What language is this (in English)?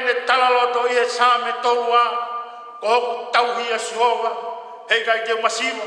Tongan